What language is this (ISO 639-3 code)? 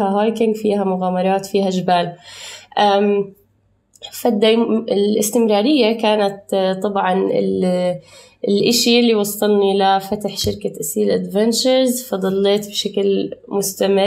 apc